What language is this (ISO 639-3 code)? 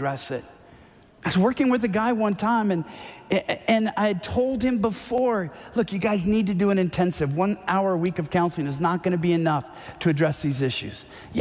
eng